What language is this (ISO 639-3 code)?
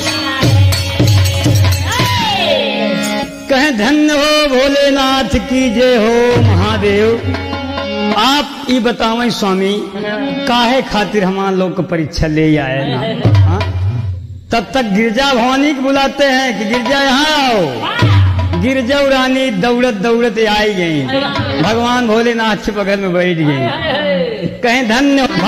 bho